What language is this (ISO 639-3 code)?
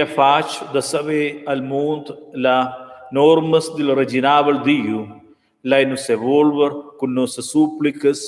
roh